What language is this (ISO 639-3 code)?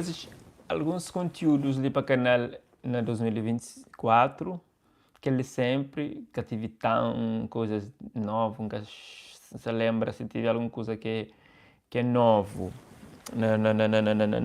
kea